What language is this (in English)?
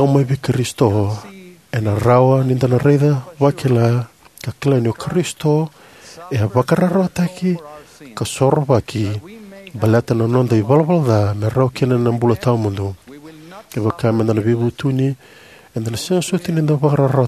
Fijian